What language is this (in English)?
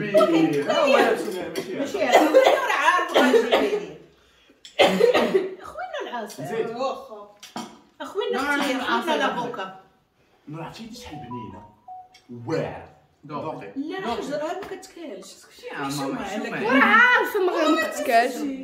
Moroccan Arabic